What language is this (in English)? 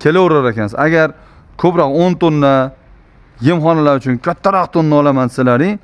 Uzbek